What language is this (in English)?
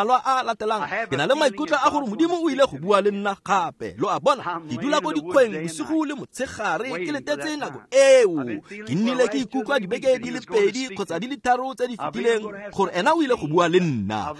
Tswana